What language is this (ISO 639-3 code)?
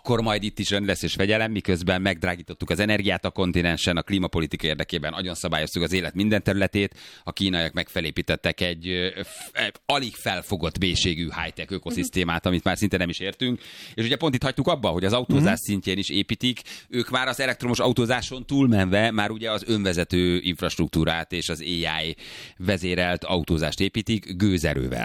hun